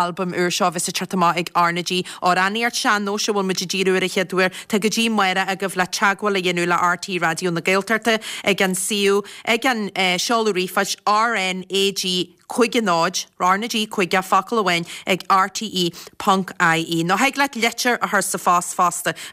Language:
Irish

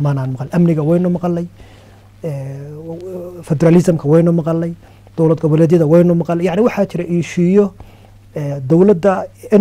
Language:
Somali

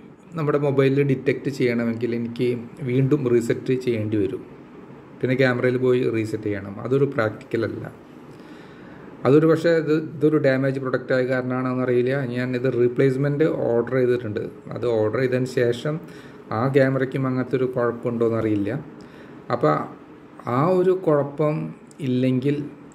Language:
Malayalam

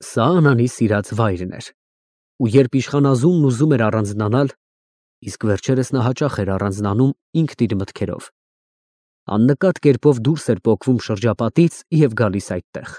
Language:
Armenian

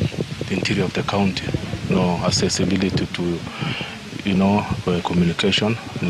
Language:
Gusii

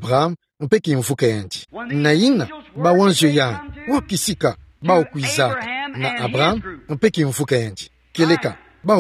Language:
Kituba (Democratic Republic of Congo)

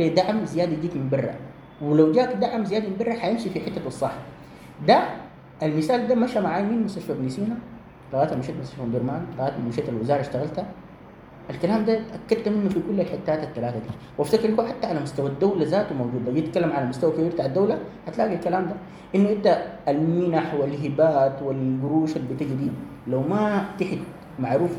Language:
Sudanese Arabic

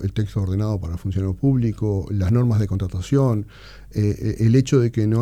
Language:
Spanish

